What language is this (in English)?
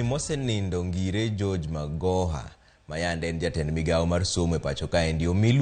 Luo (Kenya and Tanzania)